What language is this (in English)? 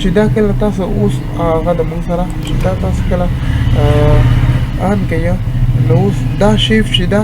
Pashto